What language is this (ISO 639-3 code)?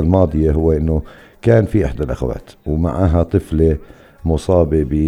apc